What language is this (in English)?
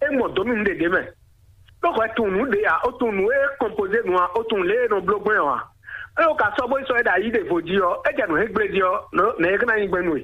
Fon